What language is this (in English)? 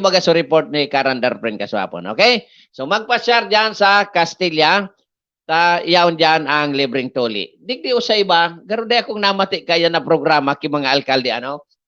Bikol